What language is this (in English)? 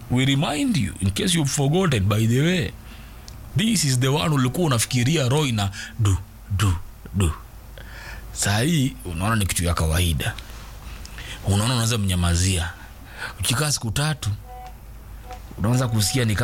Swahili